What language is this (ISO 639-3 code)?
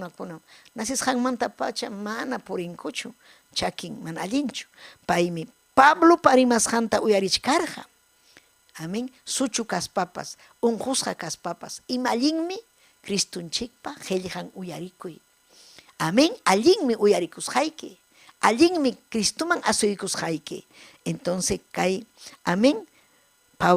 quy